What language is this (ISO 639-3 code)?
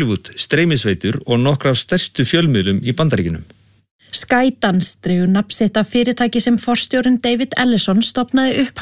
isl